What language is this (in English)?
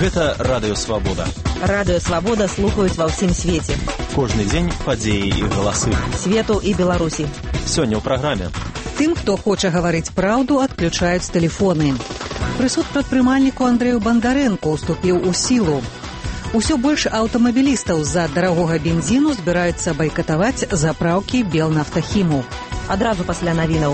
Belarusian